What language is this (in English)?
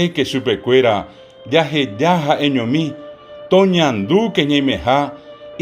Guarani